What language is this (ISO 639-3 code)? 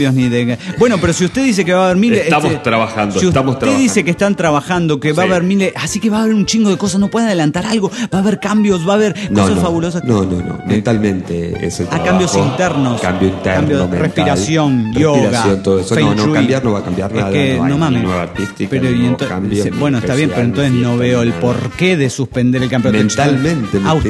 spa